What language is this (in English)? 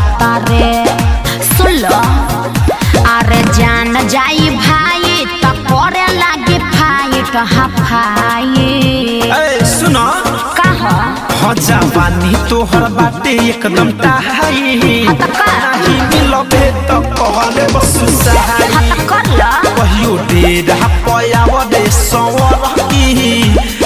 Bhojpuri